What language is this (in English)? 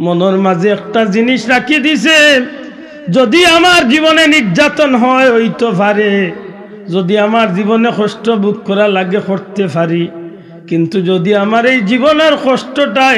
Sylheti